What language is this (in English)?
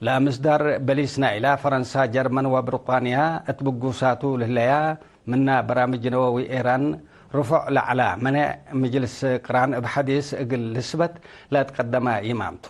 Tigre